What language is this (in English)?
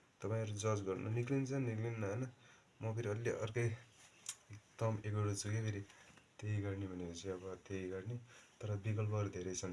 Nepali